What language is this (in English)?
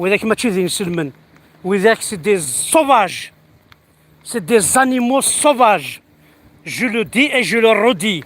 Kabyle